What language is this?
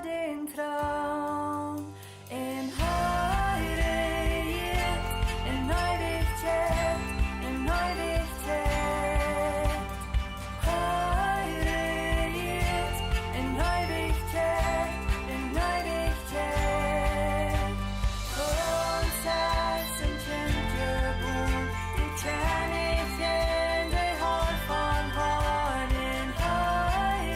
Plautdietsch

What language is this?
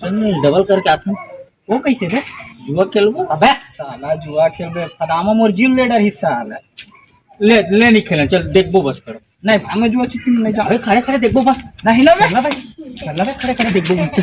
Chhattisgarhi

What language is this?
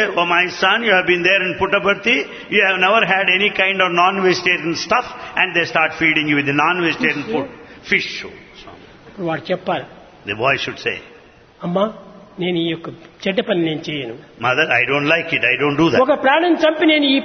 Telugu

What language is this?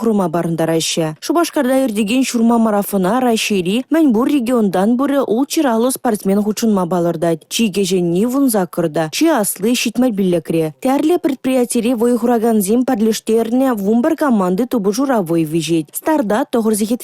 Chuvash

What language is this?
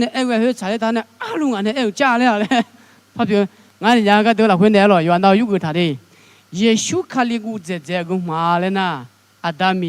Akha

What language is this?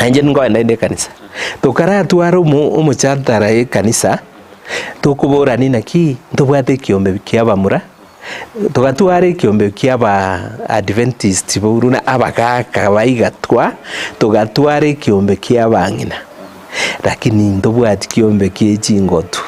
Gusii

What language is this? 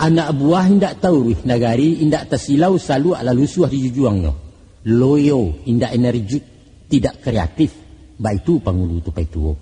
Minangkabau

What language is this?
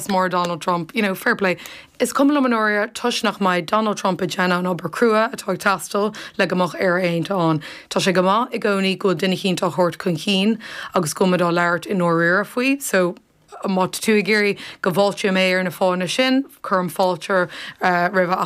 Irish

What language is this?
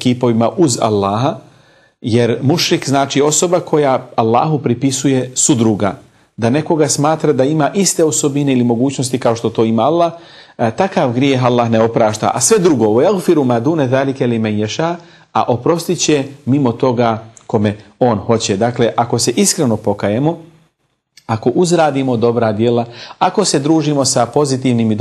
Bosnian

